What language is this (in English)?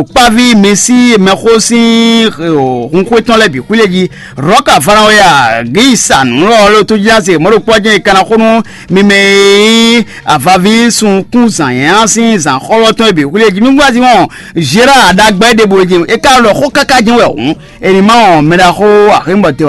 Fon